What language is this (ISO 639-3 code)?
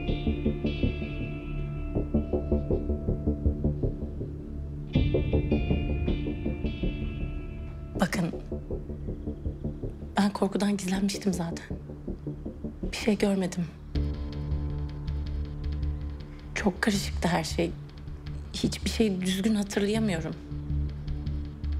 tur